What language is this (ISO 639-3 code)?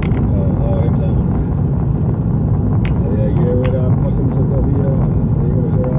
isl